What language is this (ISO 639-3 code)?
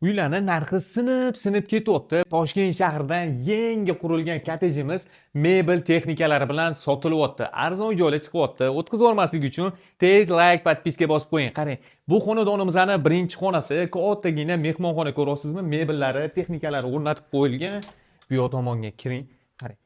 uzb